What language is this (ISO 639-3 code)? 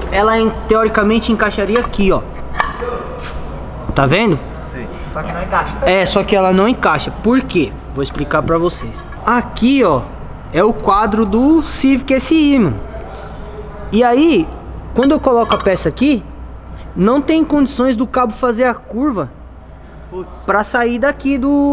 por